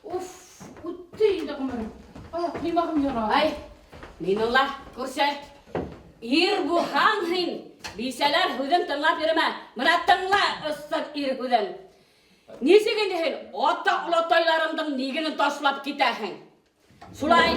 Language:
Bashkir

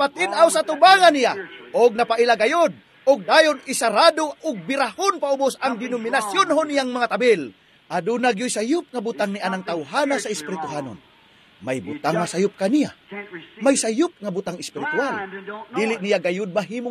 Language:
Cebuano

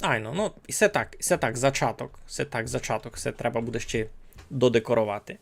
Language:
Rusyn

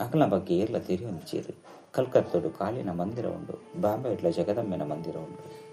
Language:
Tulu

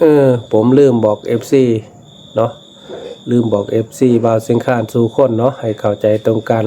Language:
Northeastern Thai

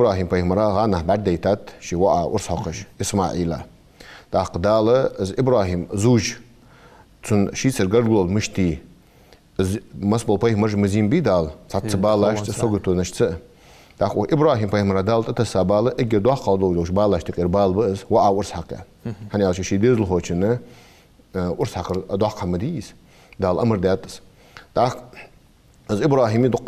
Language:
Ingush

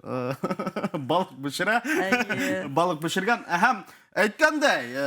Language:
Bashkir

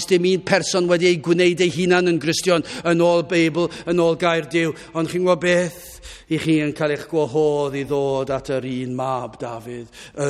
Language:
Welsh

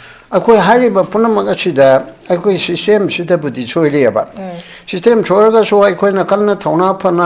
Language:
Manipuri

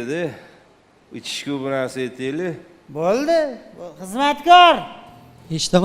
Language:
Uzbek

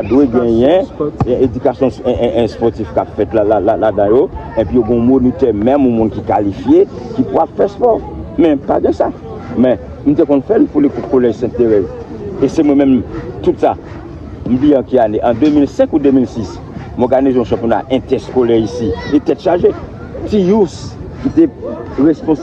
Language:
Haitian Creole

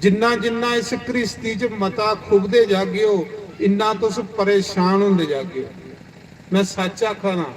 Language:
Dogri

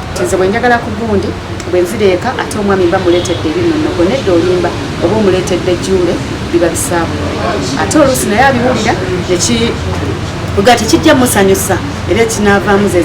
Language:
Ganda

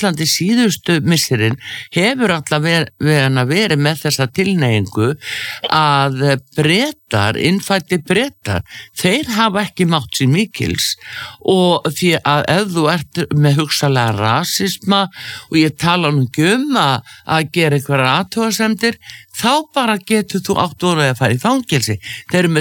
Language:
Icelandic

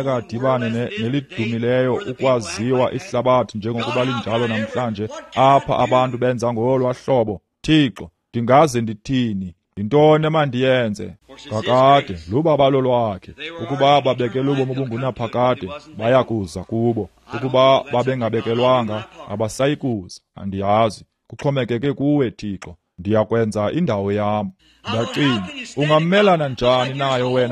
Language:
Xhosa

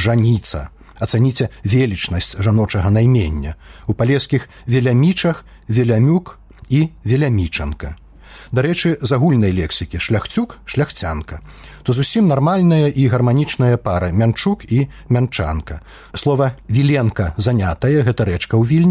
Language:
Belarusian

